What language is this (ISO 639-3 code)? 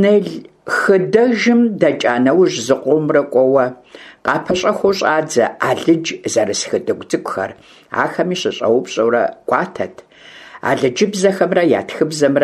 kbd